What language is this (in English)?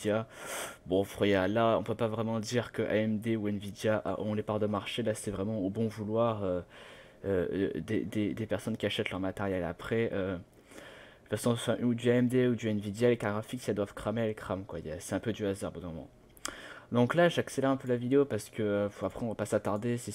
French